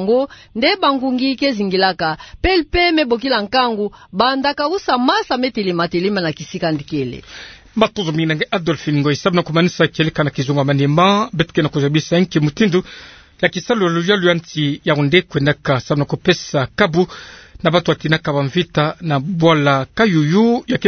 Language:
Kituba (Democratic Republic of Congo)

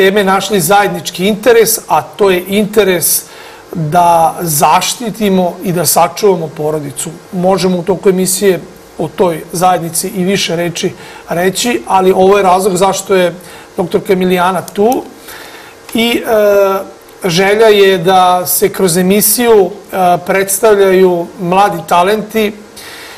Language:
Serbian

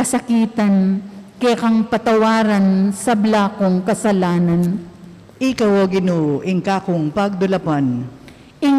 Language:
Pampanga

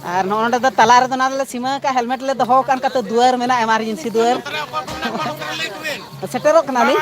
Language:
Santali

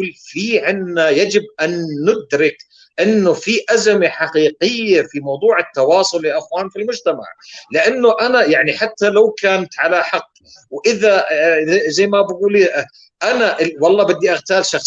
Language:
North Levantine Arabic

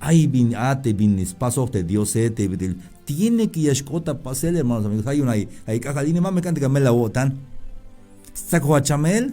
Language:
Tzeltal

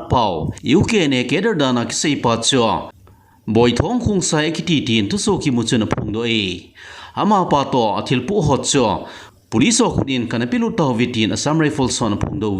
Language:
Thado Chin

